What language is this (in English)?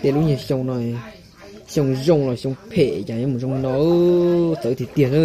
Hmong